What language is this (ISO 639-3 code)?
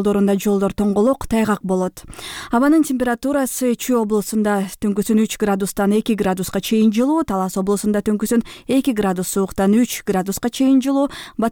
kir